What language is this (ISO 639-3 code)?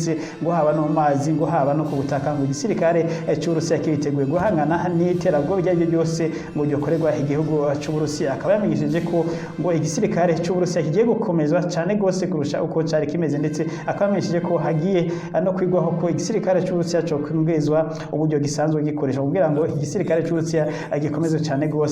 run